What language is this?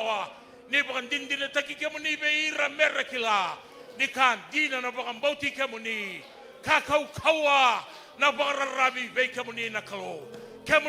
Fijian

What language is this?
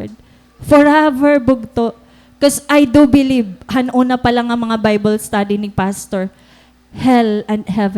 Waray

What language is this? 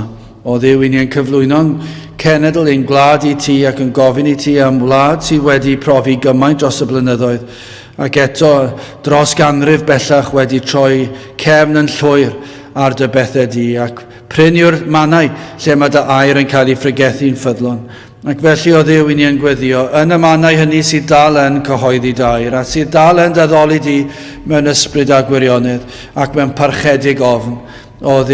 Welsh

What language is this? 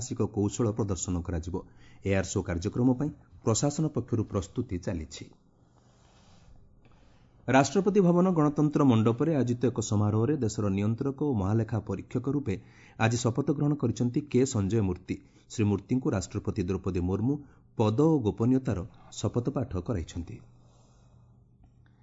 Odia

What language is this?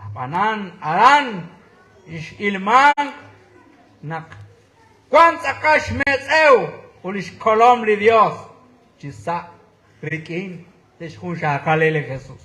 Kekchí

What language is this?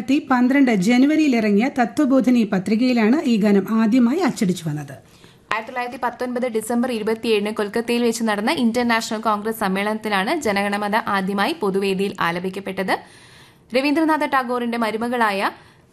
Malayalam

